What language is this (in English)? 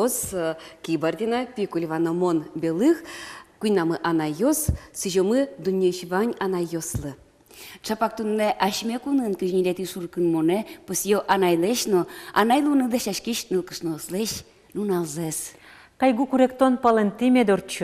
Udmurt